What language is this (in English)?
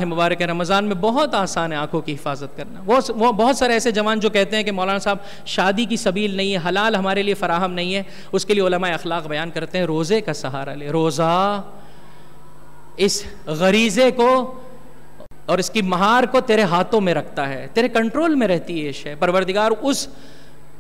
Urdu